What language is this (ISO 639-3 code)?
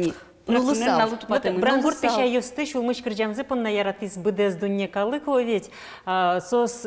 udm